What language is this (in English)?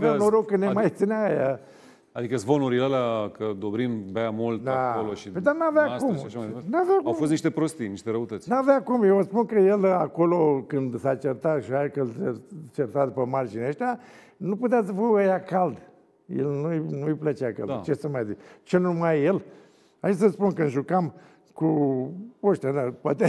Romanian